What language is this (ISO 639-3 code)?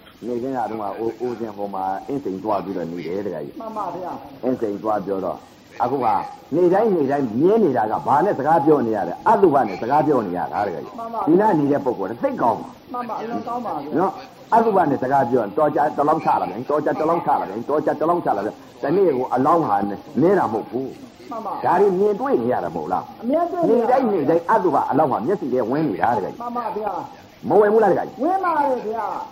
mya